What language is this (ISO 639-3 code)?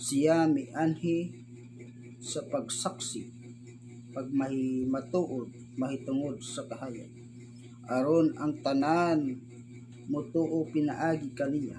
ceb